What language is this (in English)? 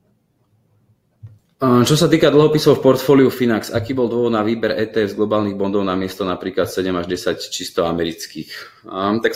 Slovak